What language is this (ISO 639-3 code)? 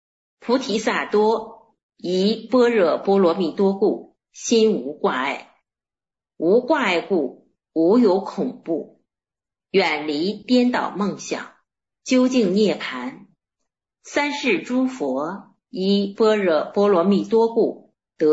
zho